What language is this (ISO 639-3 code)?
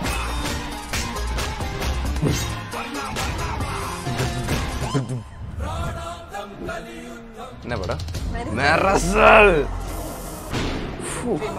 tam